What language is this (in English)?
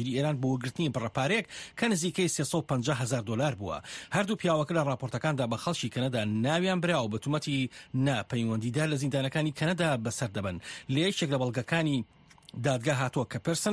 Central Kurdish